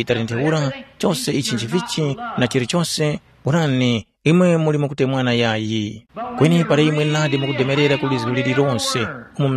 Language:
Tumbuka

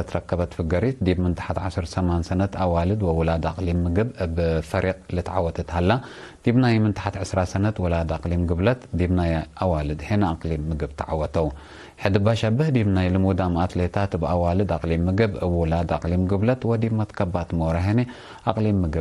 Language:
Tigre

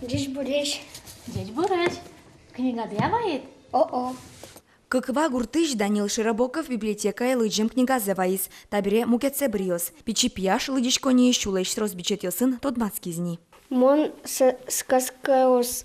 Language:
Udmurt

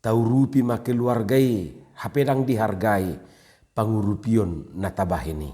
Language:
Batak Toba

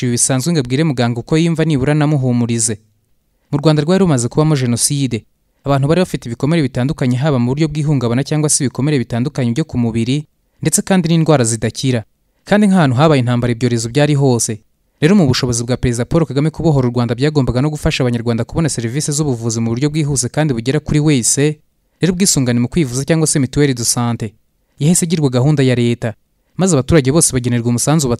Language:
Kinyarwanda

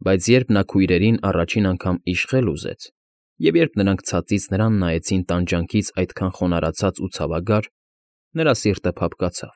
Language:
Armenian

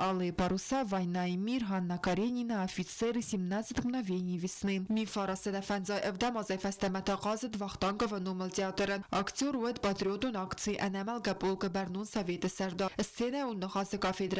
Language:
Ossetic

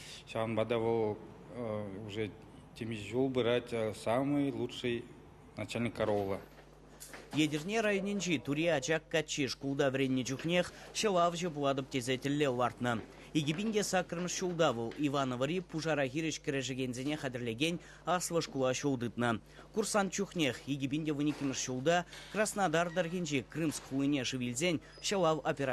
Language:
Chuvash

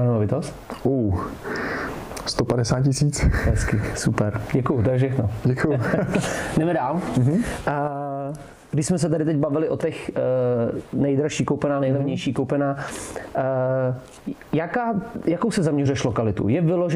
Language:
Czech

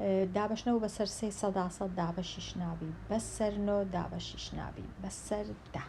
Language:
Central Kurdish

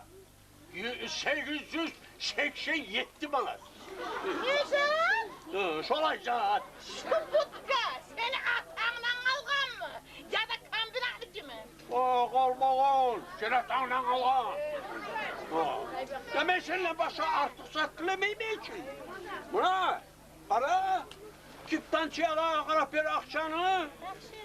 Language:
Kumyk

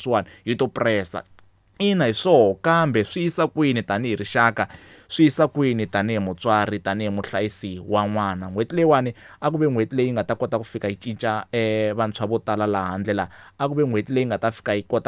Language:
Tsonga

